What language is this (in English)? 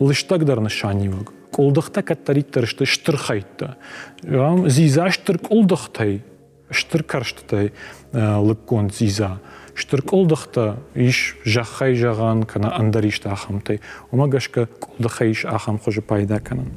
Ossetic